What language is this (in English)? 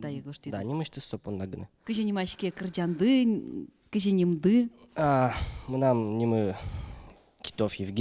Udmurt